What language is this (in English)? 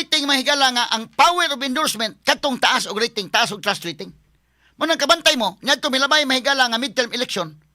Cebuano